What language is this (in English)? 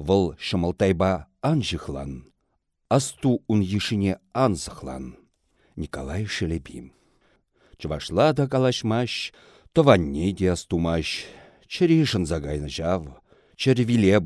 Chuvash